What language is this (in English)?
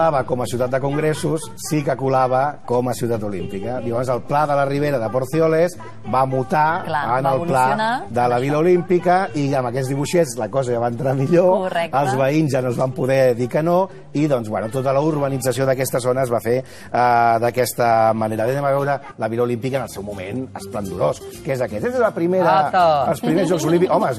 Catalan